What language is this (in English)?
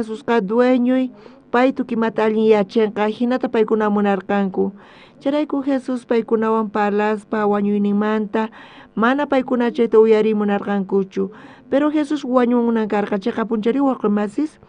South Bolivian Quechua